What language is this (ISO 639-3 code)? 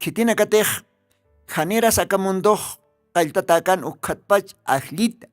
aym